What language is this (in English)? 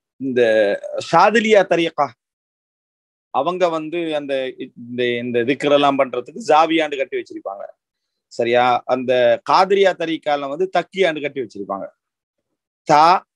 Tamil